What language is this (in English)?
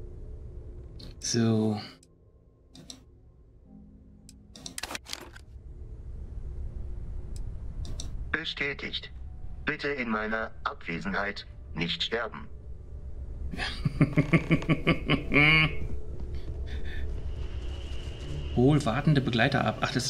German